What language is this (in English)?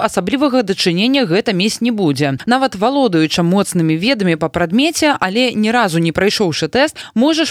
Belarusian